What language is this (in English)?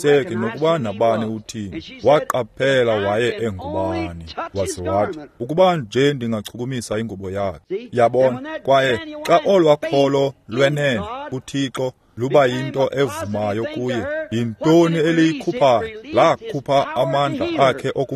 Xhosa